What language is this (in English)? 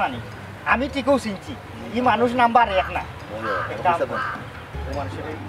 Sylheti